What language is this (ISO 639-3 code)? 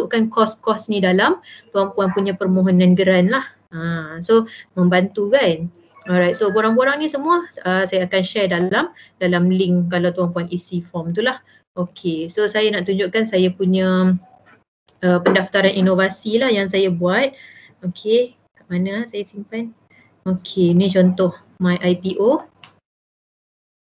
msa